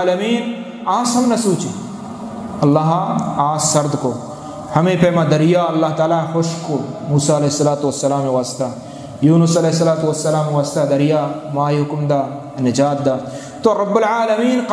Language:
Eastern Balochi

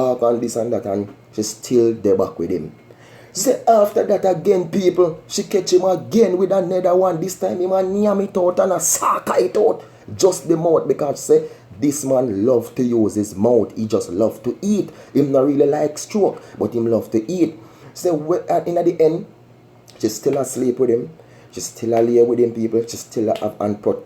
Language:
Jamaican Creole English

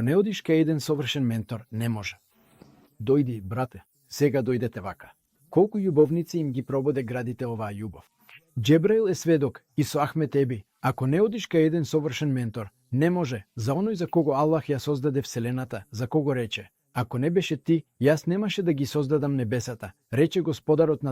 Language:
Macedonian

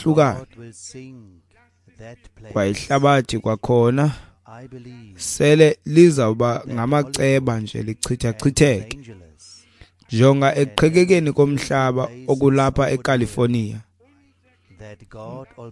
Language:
Xhosa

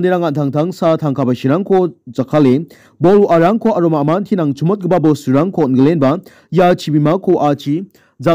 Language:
Garo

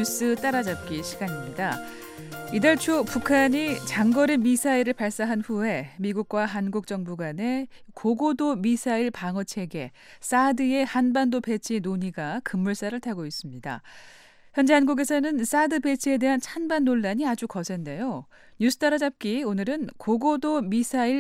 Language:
Korean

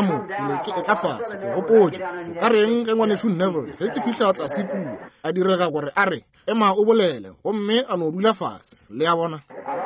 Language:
Northern Sotho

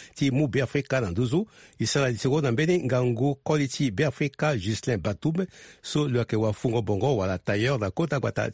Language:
Sango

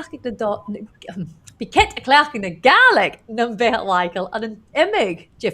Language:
Scottish Gaelic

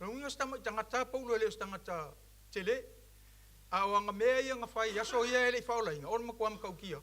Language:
Samoan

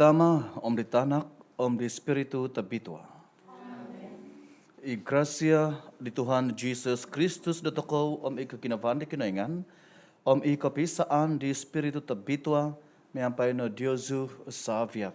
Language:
Central Dusun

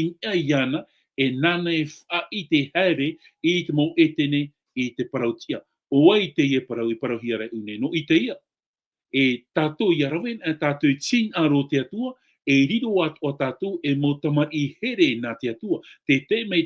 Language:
Tahitian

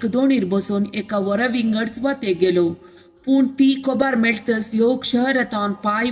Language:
Konkani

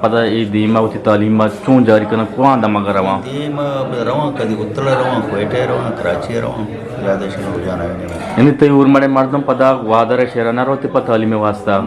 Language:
Eastern Balochi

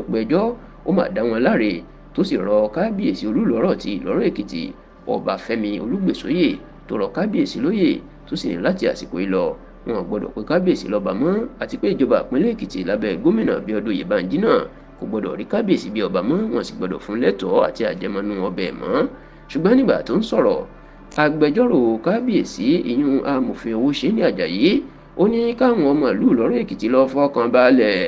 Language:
Yoruba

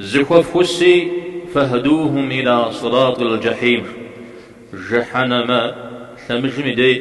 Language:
Kabardian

